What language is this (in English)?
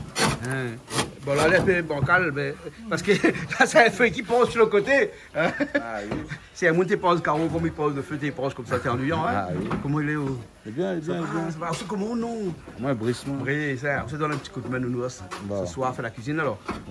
Réunion Creole French